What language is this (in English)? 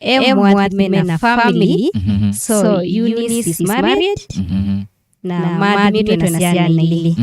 Kamba